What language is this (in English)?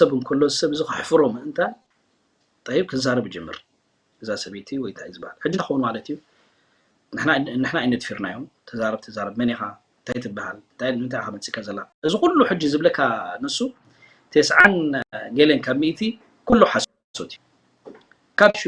Tigrinya